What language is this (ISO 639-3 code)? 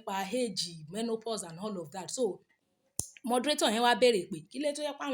yor